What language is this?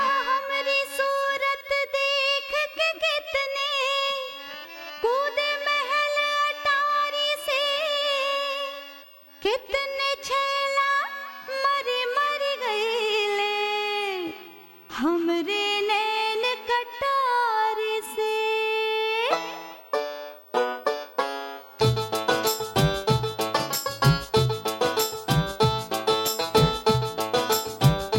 Bhojpuri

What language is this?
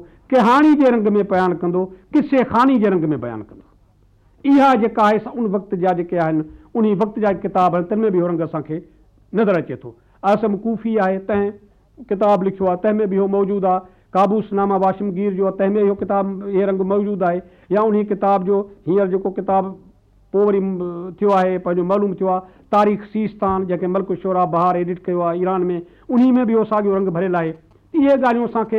Sindhi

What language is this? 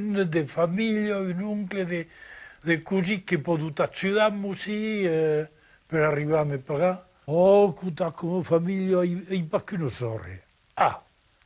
Occitan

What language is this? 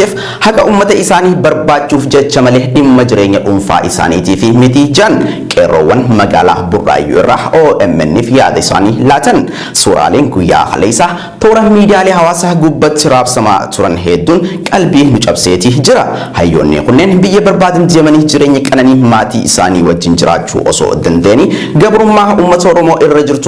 Oromo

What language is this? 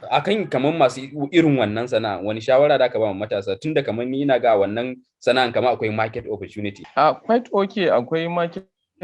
Hausa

